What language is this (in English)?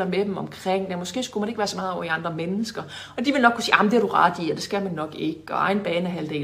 Danish